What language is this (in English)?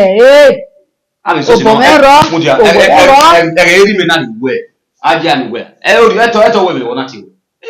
Bini